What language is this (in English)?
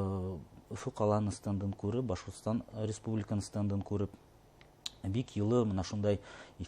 Bashkir